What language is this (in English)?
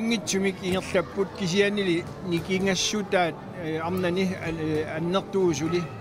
Kalaallisut